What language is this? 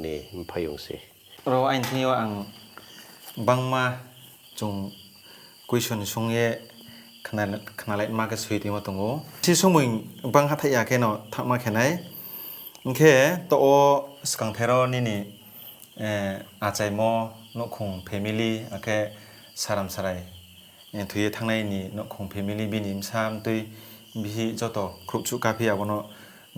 Riang (India)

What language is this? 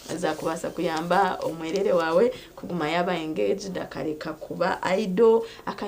Nyankole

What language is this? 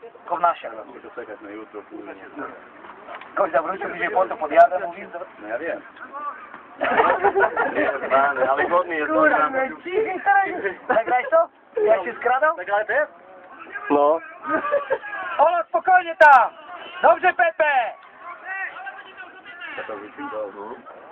Polish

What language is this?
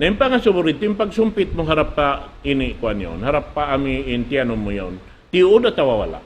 Tausug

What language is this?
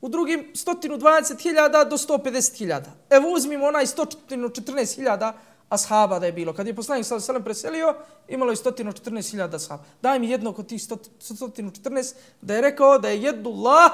Bosnian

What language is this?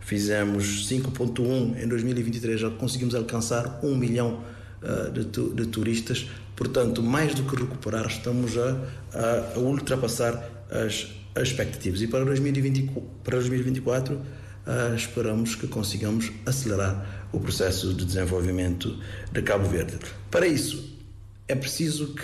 Portuguese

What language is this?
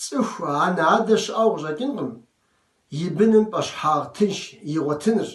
Kabardian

